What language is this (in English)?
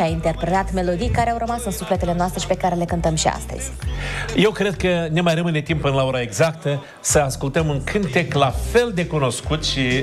Romanian